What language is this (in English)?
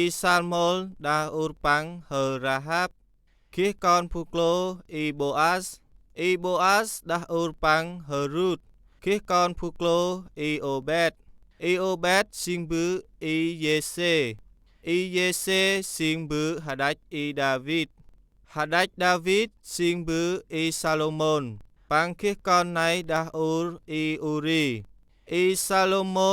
Central Mnong